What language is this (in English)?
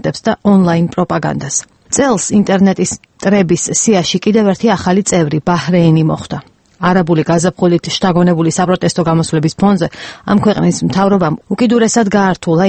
Georgian